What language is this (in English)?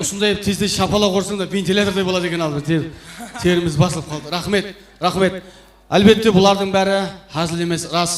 Kara-Kalpak